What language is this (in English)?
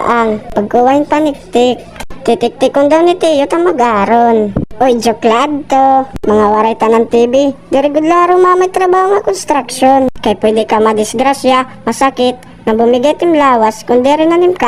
Waray